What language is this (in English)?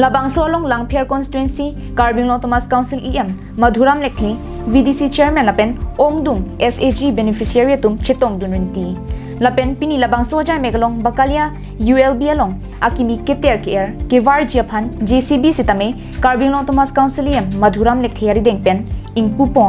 Karbi